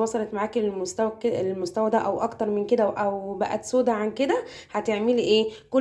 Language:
Egyptian Arabic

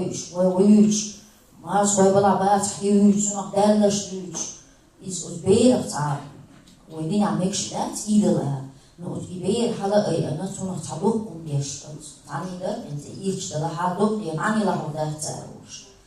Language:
Chechen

